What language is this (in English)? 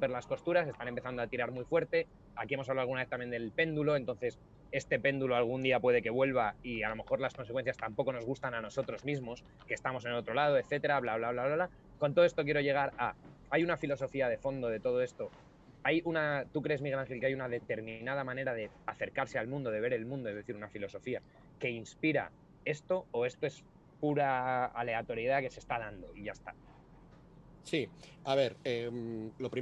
Spanish